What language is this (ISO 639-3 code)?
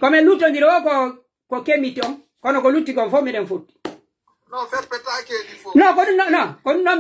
fuf